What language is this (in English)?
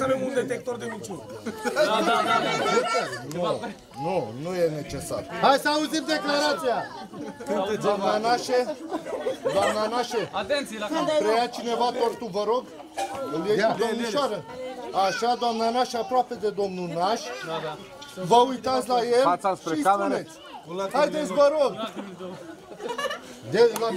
Romanian